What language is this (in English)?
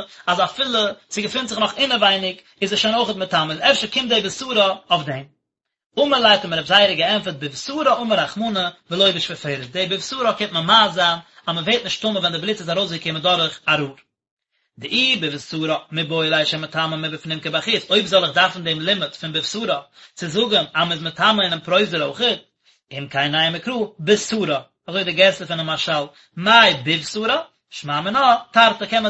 Yiddish